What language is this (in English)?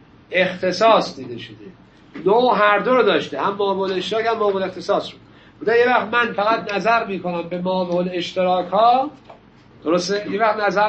Persian